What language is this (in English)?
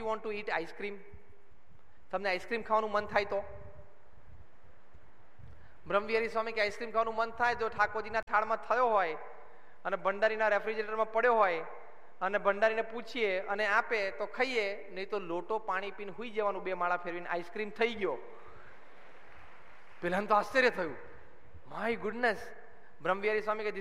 Gujarati